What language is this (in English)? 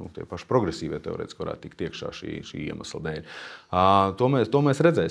Latvian